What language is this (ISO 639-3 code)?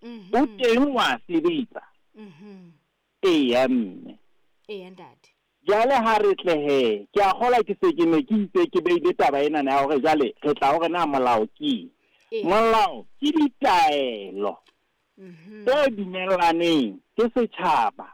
sot